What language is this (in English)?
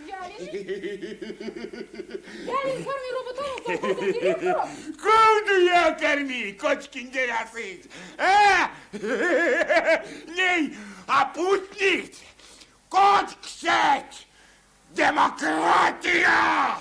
Erzya